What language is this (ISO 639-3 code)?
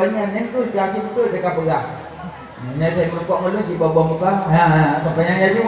ace